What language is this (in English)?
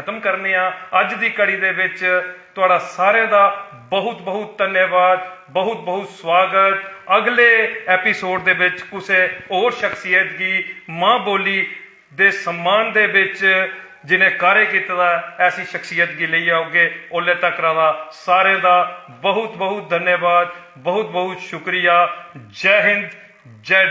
Dogri